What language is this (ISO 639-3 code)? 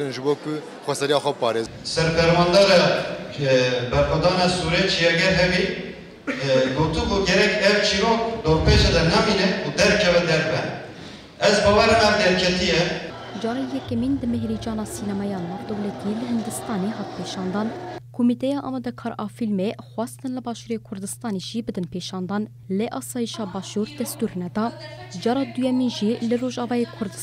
kur